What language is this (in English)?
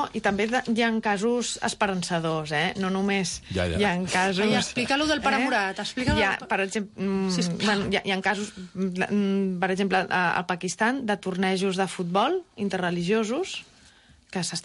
Catalan